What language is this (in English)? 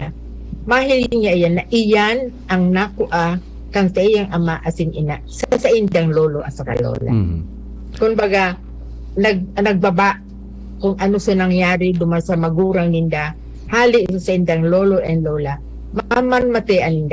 Bikol